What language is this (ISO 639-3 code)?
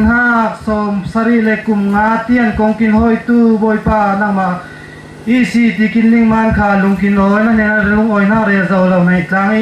cfm